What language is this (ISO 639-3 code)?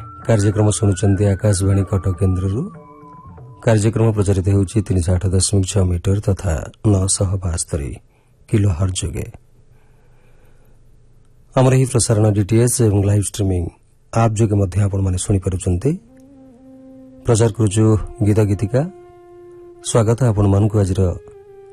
ori